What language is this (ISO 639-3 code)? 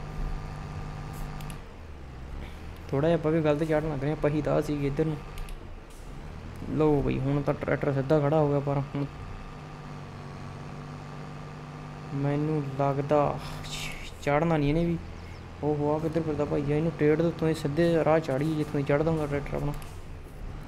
pan